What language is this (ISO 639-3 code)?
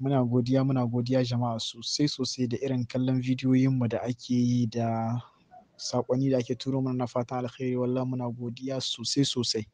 hau